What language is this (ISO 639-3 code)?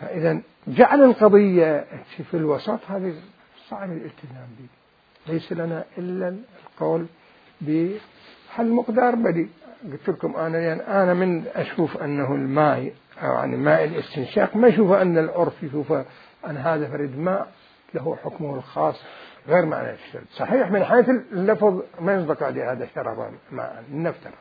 acm